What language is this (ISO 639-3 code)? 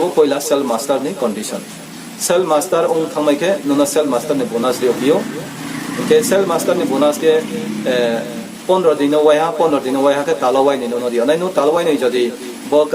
ria